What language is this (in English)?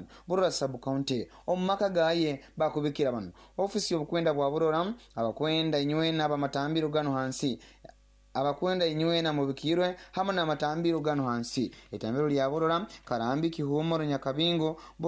Nyoro